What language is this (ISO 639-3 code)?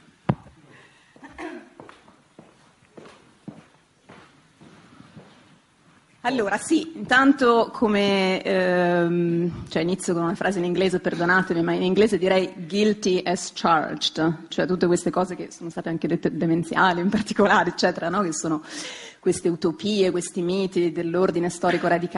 ita